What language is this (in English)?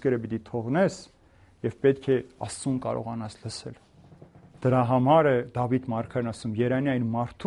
Armenian